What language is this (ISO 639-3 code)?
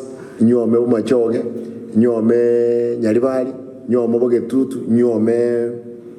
guz